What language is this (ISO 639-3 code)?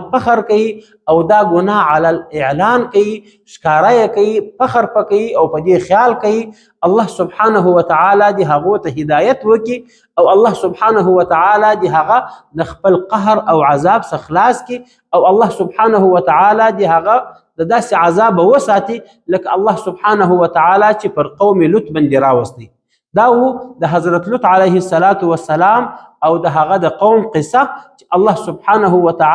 pus